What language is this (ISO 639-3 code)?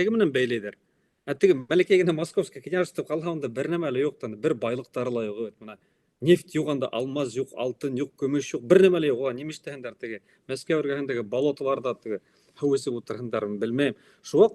bak